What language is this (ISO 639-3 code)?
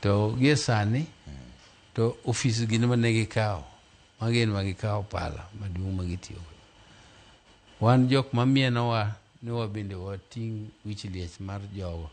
luo